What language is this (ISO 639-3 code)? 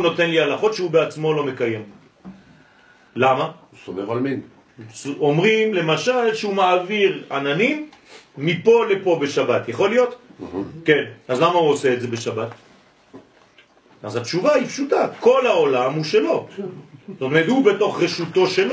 heb